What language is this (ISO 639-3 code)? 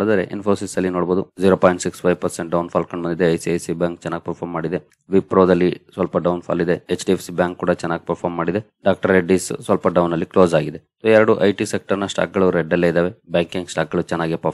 kan